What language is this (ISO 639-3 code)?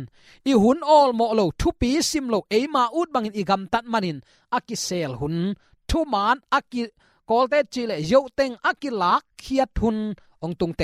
ctd